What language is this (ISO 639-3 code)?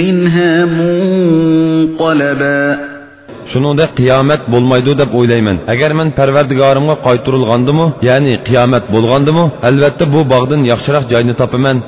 uig